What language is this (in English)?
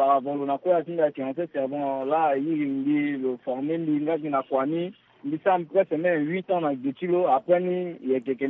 Sango